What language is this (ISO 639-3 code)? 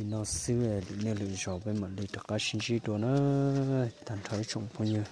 hmn